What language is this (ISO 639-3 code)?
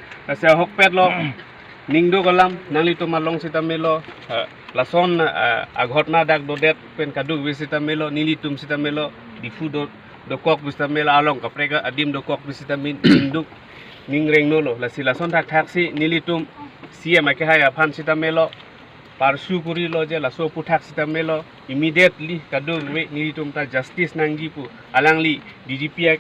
mjw